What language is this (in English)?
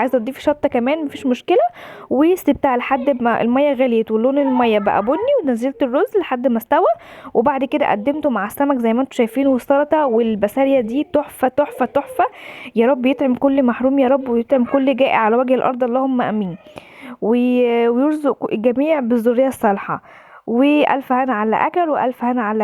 Egyptian Arabic